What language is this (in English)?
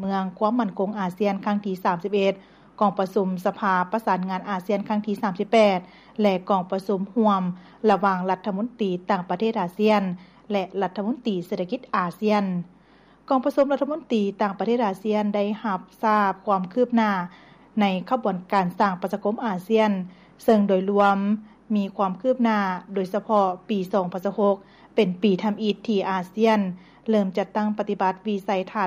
Lao